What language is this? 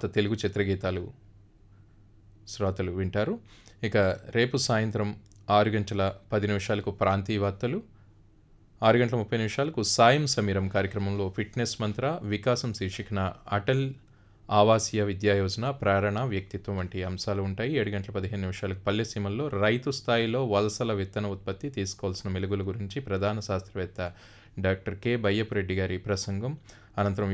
Telugu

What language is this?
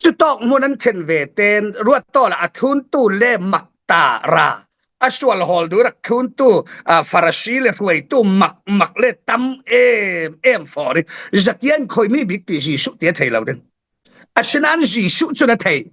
Falam Chin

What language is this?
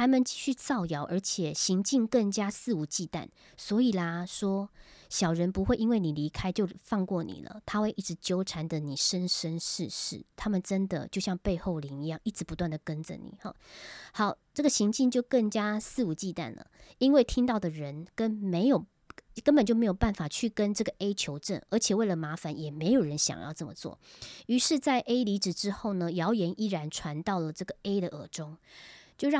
Chinese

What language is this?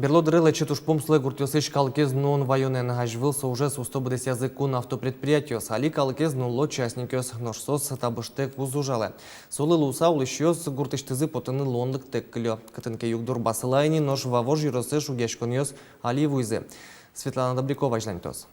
Udmurt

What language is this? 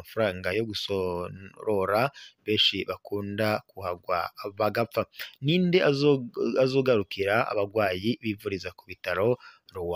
Rundi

